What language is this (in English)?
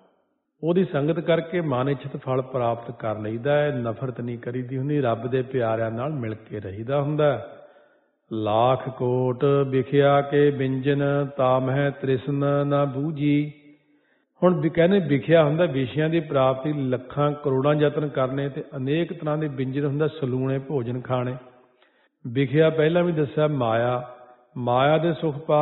Punjabi